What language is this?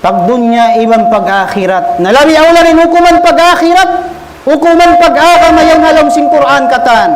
Tausug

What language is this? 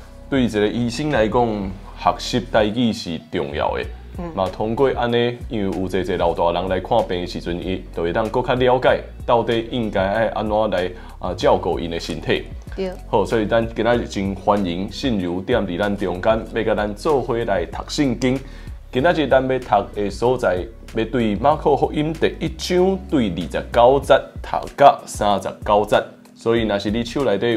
Min Nan Chinese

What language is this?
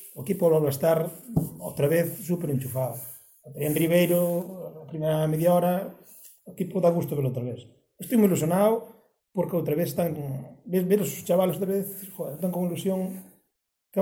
Galician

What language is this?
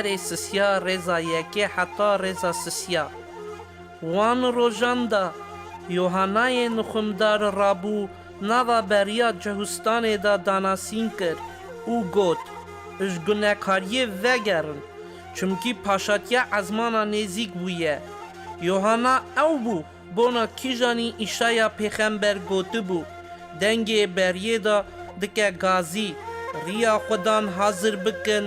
Kurdish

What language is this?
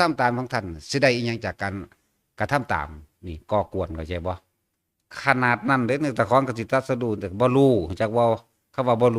Northeastern Thai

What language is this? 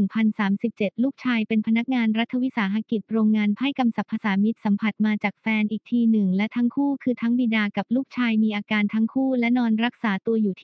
Thai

